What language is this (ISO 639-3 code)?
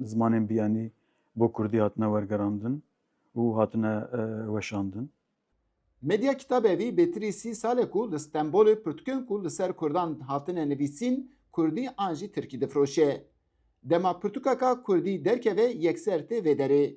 kur